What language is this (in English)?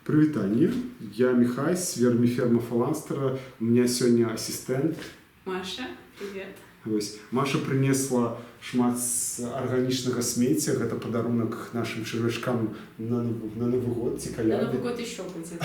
Belarusian